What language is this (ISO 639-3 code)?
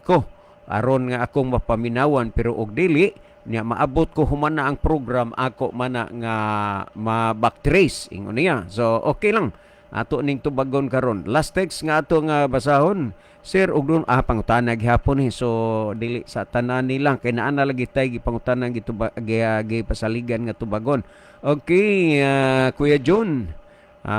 ceb